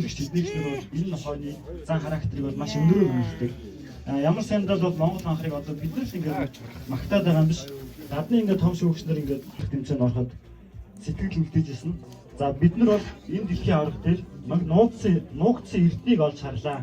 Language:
Mongolian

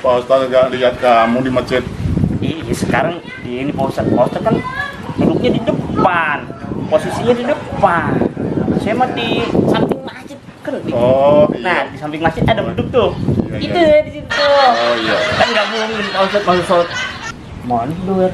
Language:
Betawi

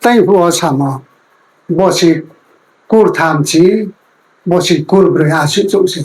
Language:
Riang (India)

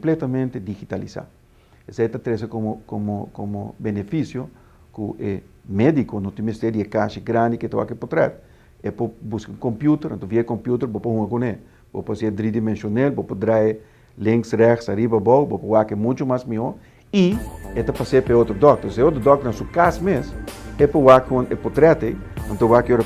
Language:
Papiamento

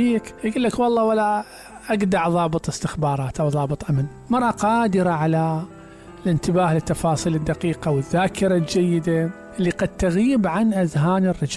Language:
Mesopotamian Arabic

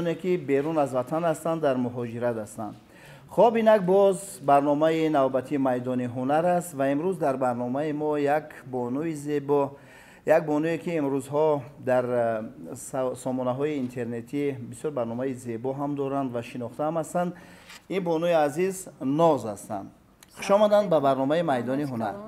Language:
Tajik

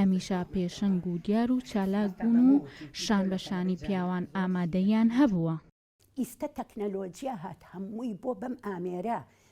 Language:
Central Kurdish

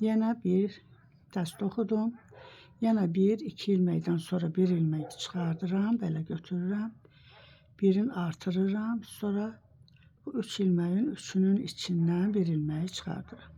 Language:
Azerbaijani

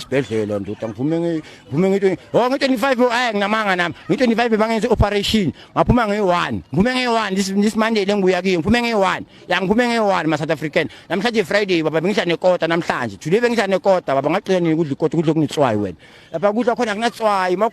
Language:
Zulu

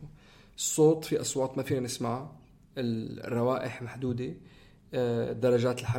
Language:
North Levantine Arabic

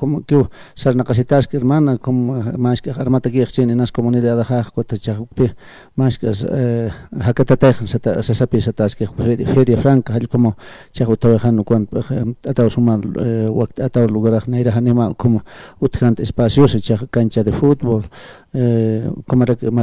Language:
Aymara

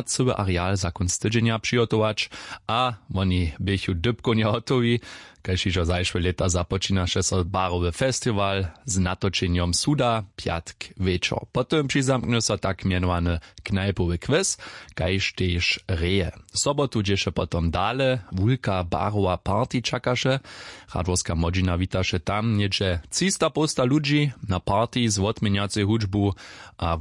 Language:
Upper Sorbian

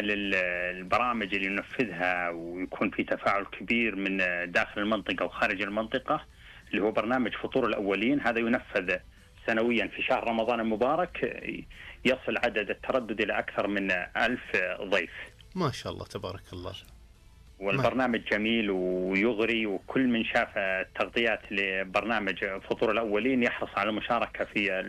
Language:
Najdi Arabic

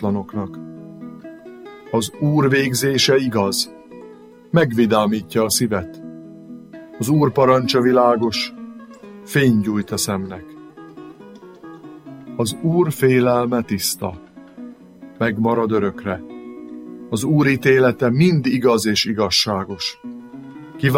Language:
Hungarian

